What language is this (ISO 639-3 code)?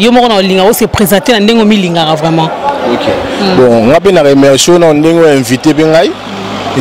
lin